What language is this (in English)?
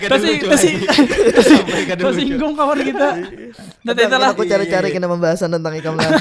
Banjar